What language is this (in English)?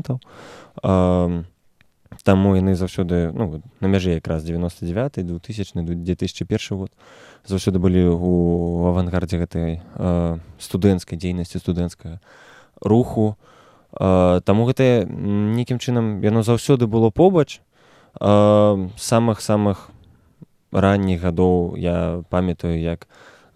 Belarusian